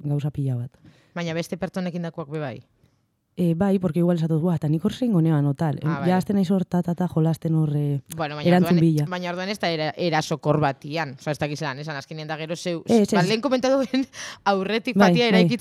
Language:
Basque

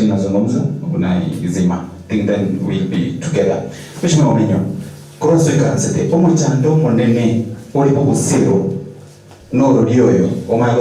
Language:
Gusii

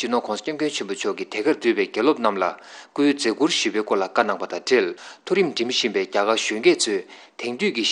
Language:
Tibetan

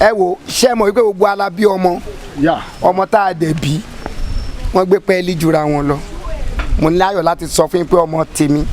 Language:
Yoruba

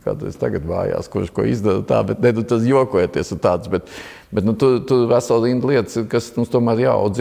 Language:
Latvian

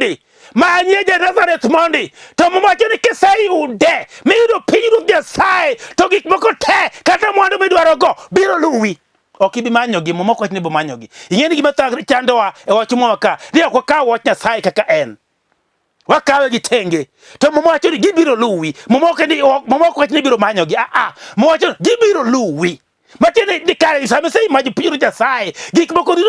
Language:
Luo (Kenya and Tanzania)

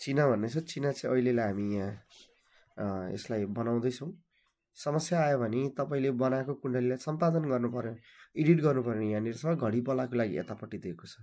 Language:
Nepali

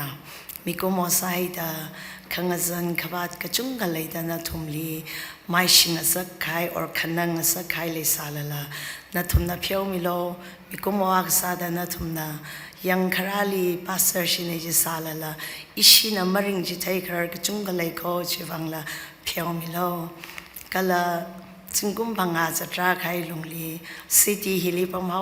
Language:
Tangkhul Naga (India)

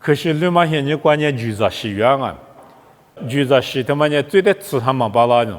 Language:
Lisu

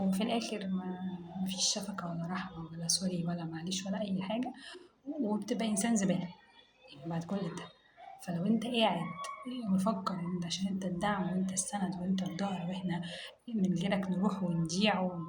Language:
Egyptian Arabic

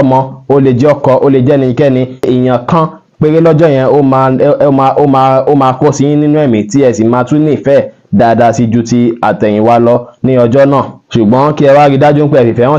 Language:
Yoruba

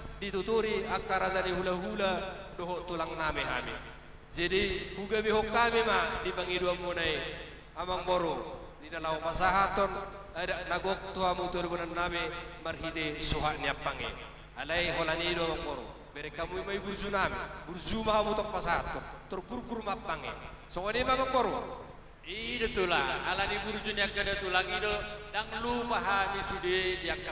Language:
Batak Toba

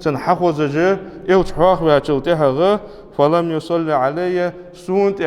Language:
Ingush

